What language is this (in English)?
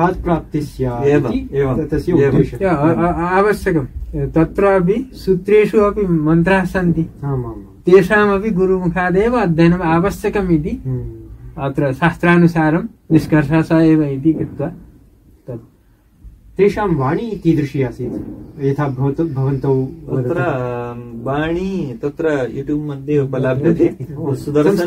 Sanskrit